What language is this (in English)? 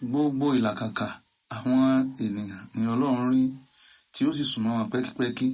Yoruba